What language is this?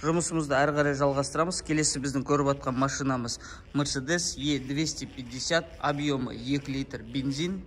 Kazakh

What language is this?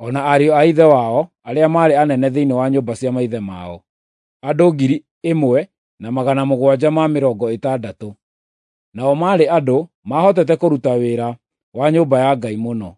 Kikuyu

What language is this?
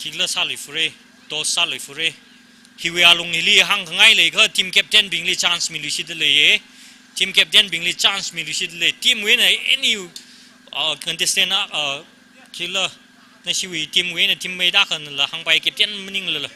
Tangkhul Naga (India)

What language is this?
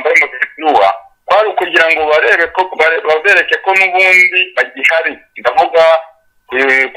Kinyarwanda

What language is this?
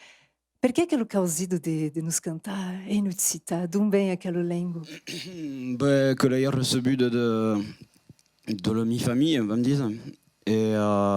Occitan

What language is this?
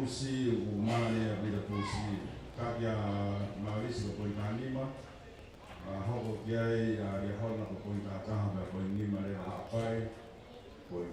Tongan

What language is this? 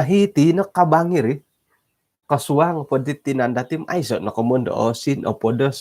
Central Dusun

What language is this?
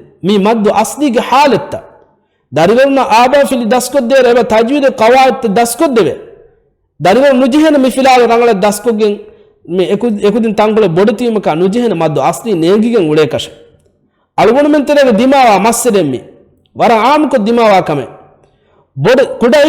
Divehi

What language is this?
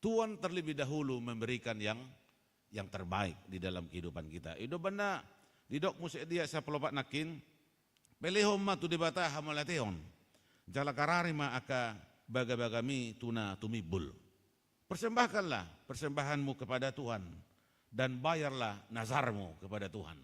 Batak Toba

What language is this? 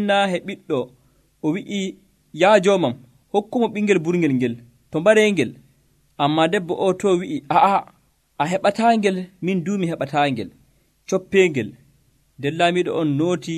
Nigerian Fulfulde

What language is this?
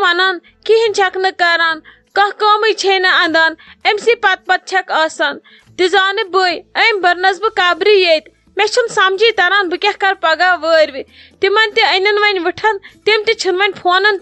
Kashmiri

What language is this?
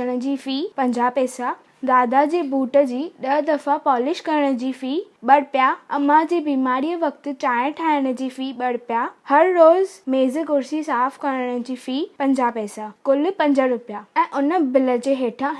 Sindhi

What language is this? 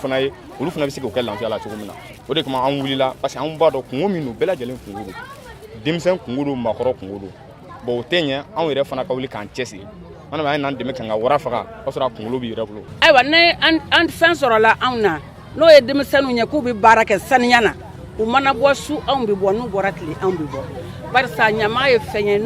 Bambara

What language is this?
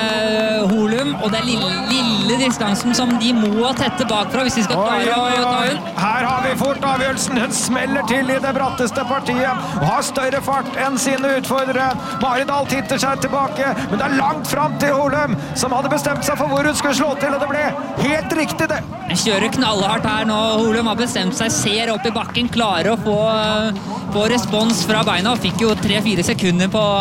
Norwegian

